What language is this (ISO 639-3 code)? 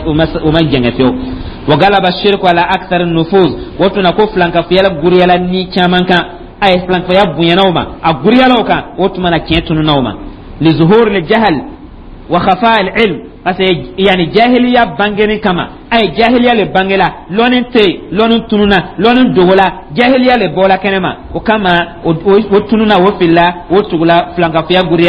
dyu